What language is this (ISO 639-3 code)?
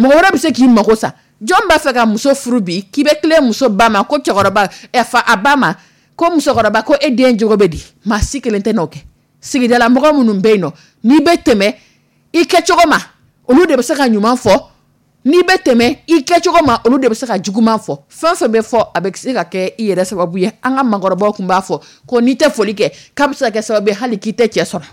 dyu